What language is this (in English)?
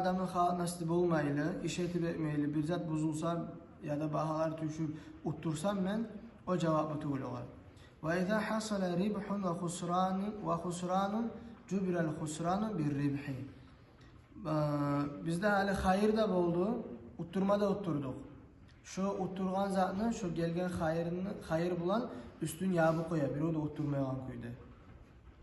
Kumyk